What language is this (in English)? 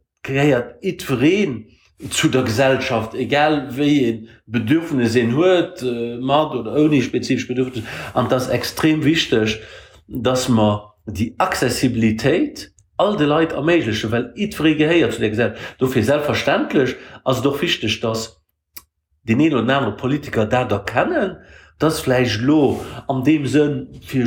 Luxembourgish